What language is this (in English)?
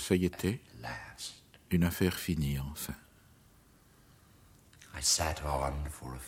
French